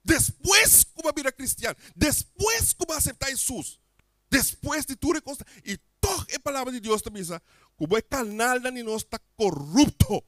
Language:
Papiamento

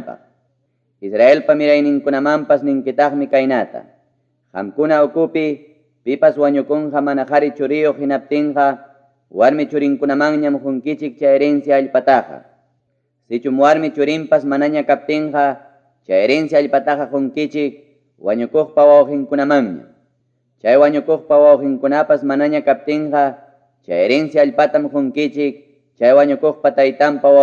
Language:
Ayacucho Quechua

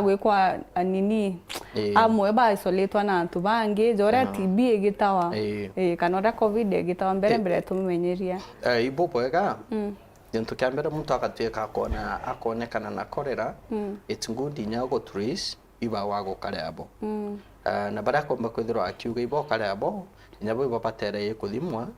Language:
Meru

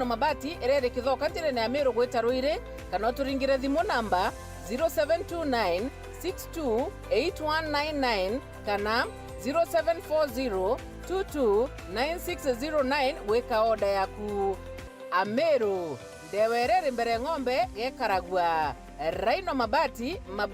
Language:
Meru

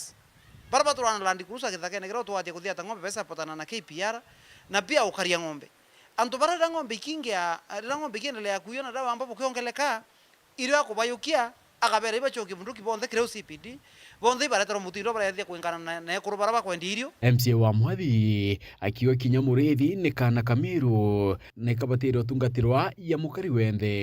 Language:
Meru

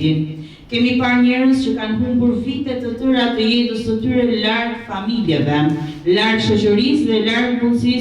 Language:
Albanian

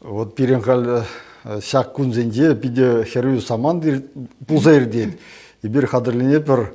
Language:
Chuvash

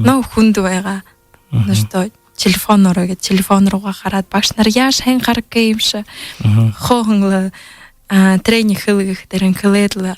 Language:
Buriat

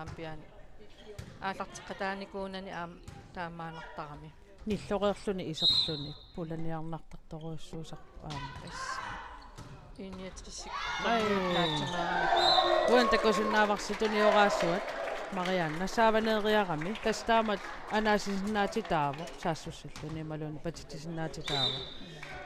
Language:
Kalaallisut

